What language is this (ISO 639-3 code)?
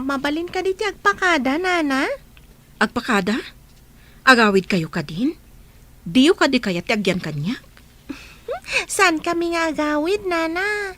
ilo